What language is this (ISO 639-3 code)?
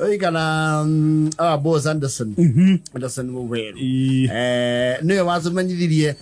kik